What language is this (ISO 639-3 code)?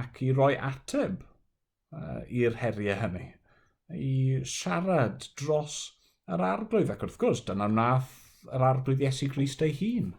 cym